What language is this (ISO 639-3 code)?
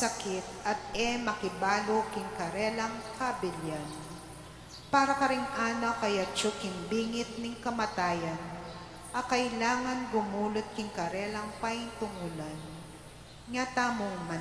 pam